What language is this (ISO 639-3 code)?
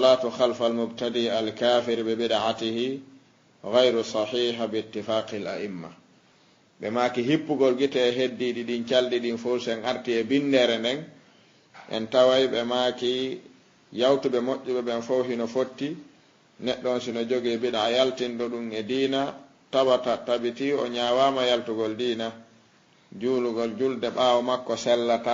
ful